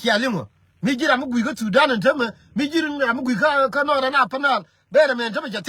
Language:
Nuer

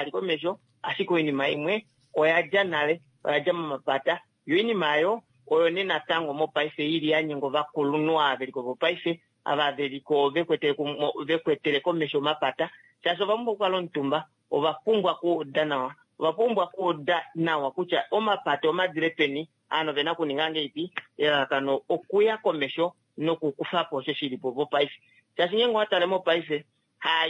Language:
Kuanyama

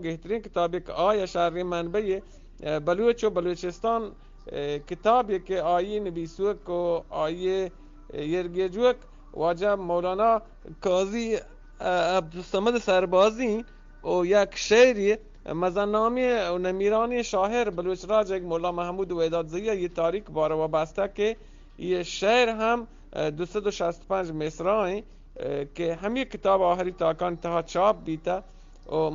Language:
Eastern Balochi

